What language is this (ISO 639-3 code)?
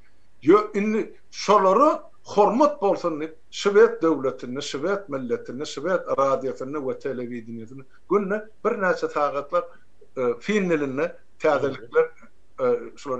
tuk